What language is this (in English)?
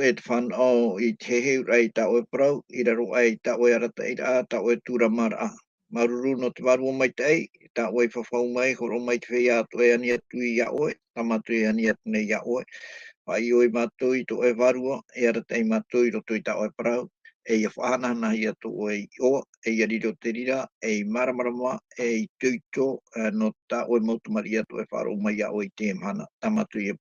Tahitian